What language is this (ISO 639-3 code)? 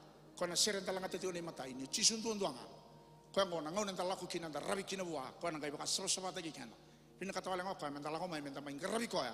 fij